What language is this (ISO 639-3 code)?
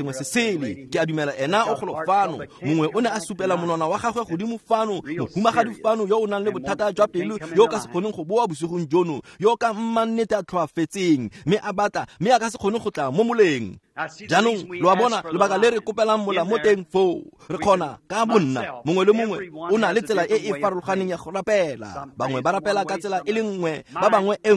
tsn